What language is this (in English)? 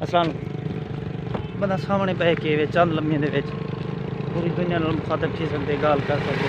Saraiki